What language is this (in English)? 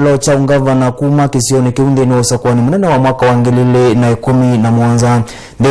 Kamba